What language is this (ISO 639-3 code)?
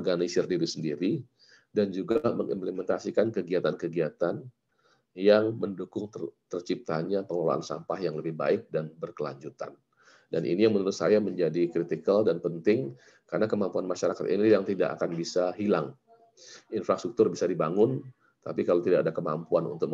ind